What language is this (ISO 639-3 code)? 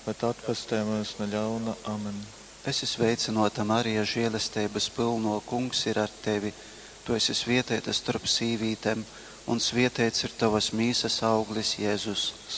ltg